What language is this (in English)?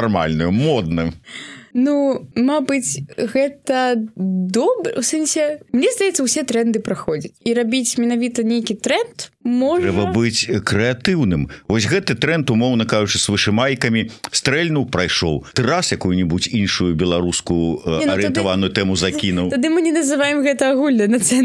Belarusian